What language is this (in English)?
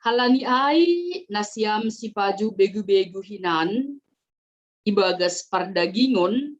Batak Simalungun